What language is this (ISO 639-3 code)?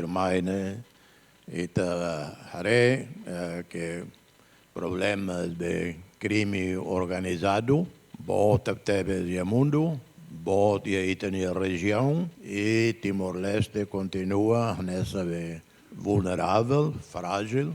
tet